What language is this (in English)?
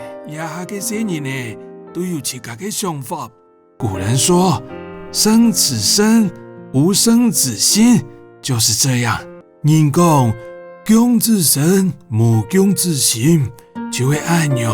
Hakka Chinese